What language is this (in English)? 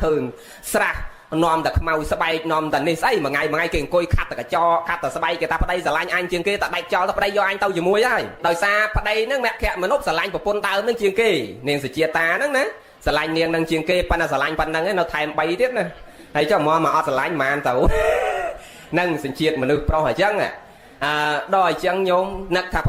Khmer